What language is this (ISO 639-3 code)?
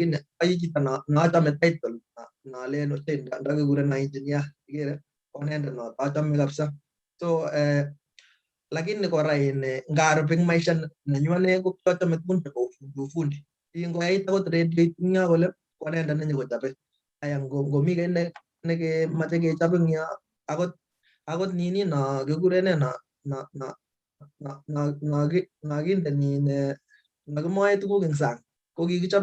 kln